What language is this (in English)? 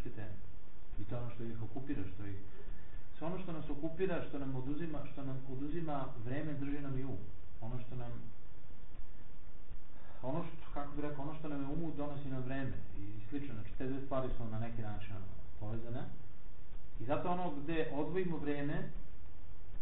Serbian